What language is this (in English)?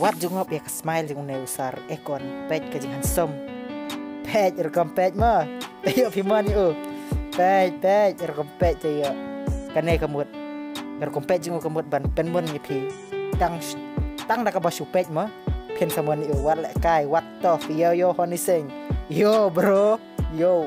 Khasi